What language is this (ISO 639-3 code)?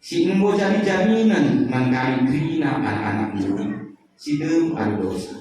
btx